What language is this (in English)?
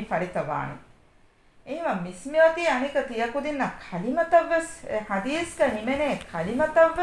Divehi